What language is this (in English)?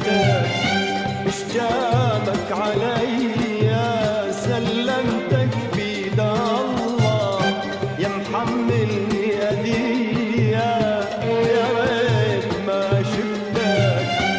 Arabic